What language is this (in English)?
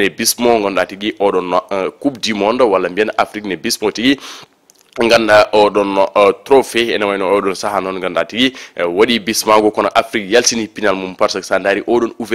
Fula